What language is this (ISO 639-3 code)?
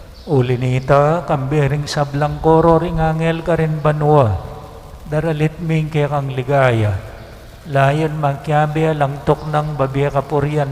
pam